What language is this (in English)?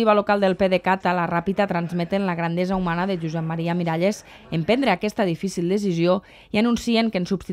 Catalan